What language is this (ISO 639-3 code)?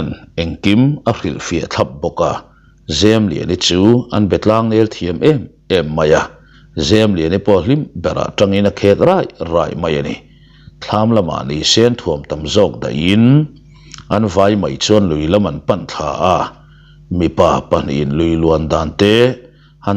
lus